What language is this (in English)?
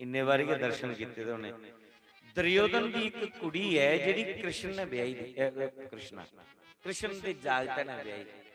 Dogri